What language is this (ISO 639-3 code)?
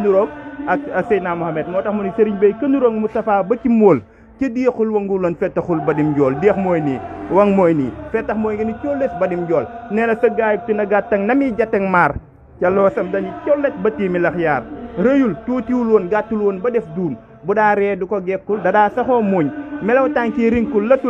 wol